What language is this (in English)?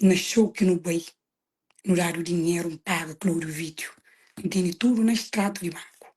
Kabuverdianu